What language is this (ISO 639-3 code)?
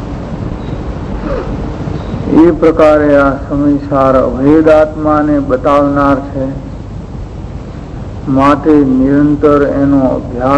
guj